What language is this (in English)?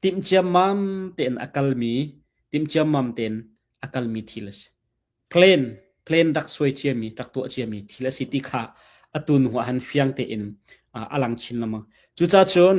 Hakha Chin